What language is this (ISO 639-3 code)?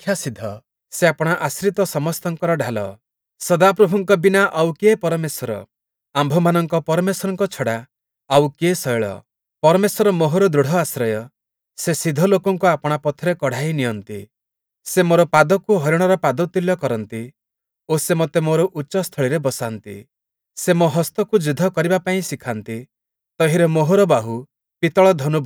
ori